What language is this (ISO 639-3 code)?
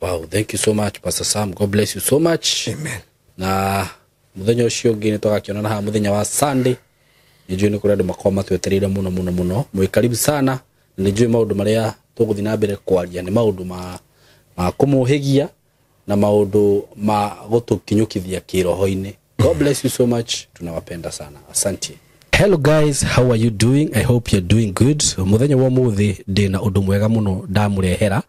kik